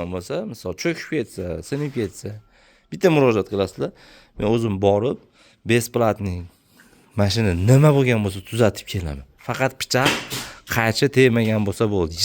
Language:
Uzbek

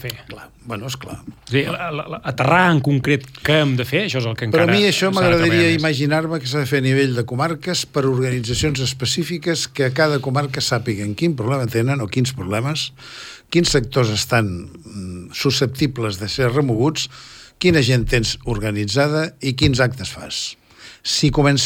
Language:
Catalan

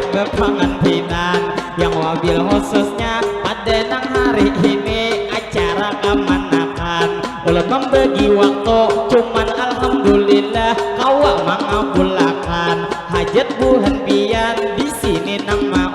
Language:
Banjar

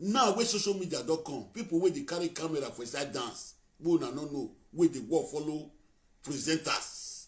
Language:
Nigerian Pidgin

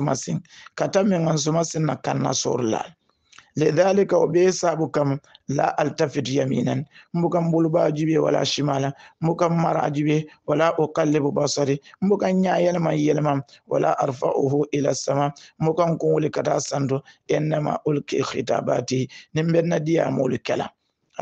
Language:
Hausa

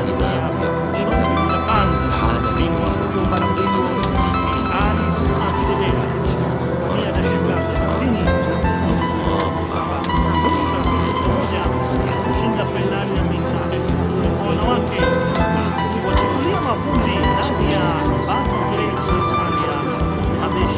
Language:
Swahili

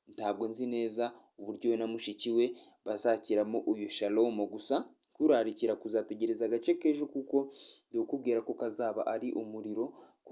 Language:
Kinyarwanda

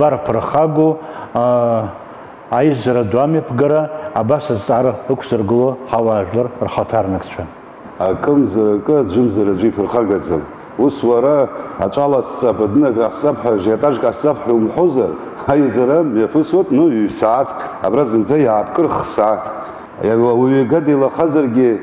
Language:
Abkhazian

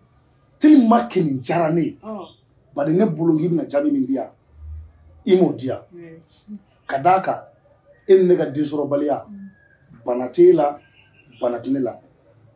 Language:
Bambara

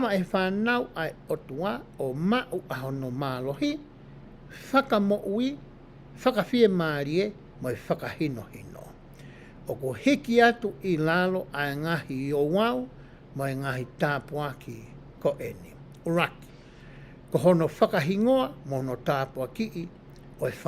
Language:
Tongan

